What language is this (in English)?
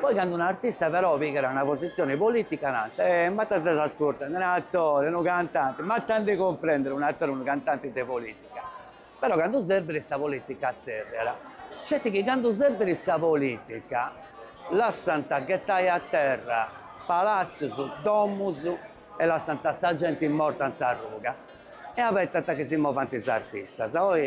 Sardinian